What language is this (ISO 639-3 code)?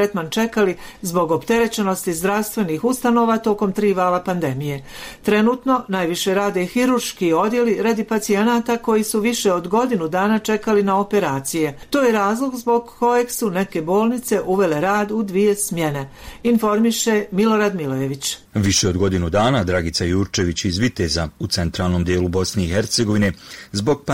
bos